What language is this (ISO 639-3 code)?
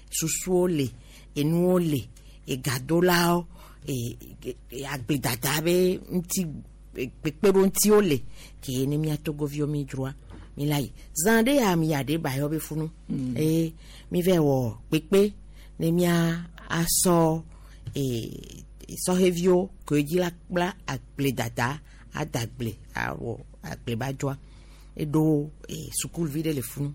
gej